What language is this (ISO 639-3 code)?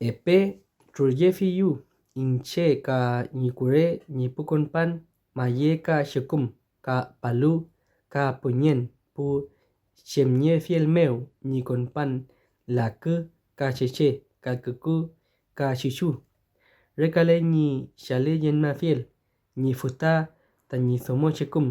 arn